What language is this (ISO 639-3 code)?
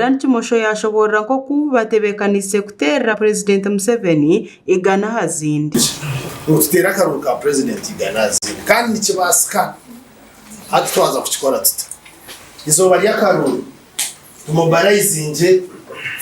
nyn